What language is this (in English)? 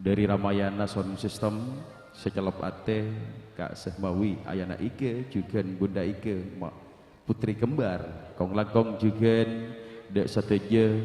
Madurese